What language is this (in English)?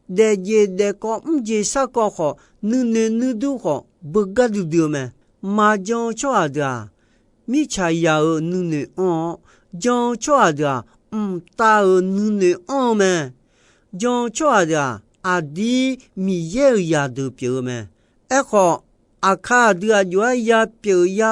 Akha